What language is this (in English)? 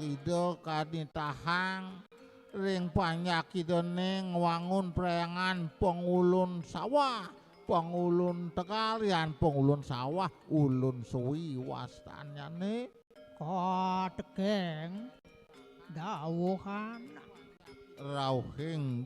Balinese